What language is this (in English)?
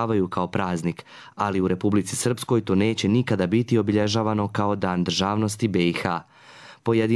Serbian